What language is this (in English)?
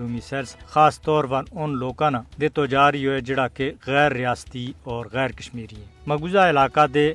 Gujari